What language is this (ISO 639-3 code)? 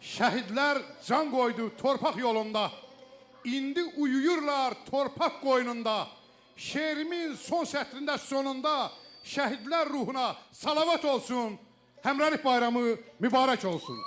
aze